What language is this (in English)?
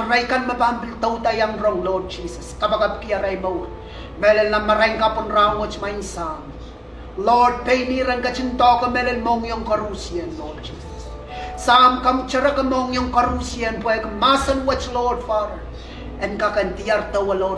Pohnpeian